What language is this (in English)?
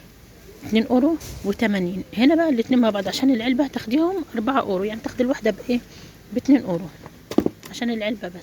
Egyptian Arabic